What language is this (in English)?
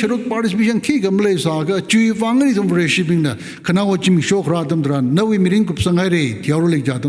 Tangkhul Naga (India)